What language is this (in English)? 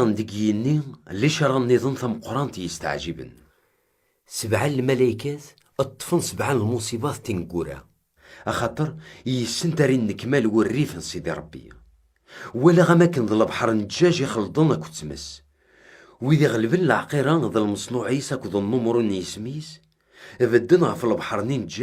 Kabyle